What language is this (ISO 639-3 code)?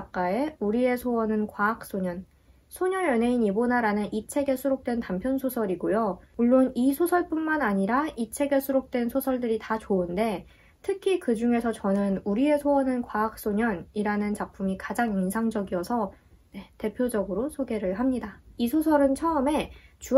kor